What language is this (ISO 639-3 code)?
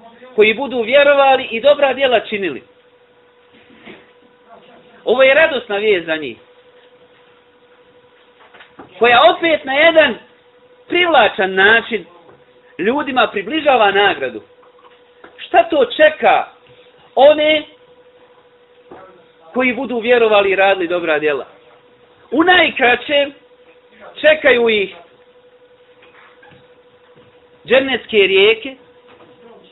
bos